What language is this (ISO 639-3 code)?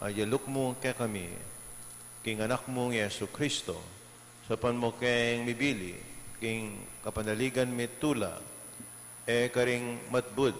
pam